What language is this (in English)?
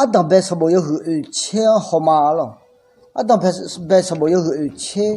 Akha